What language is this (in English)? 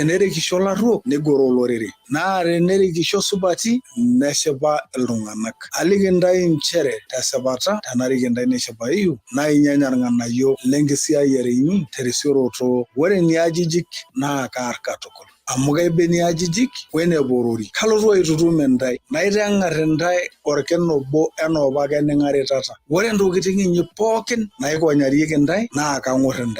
Masai